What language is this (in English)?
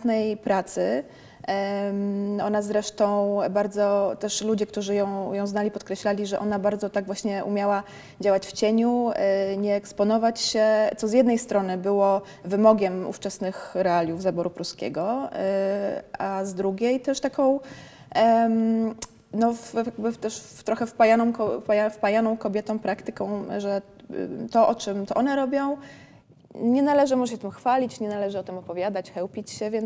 Polish